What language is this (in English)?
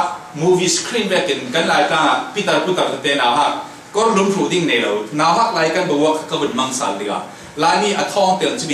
Falam Chin